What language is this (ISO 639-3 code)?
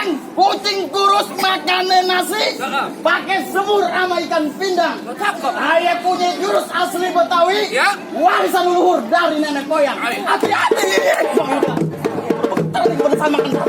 bew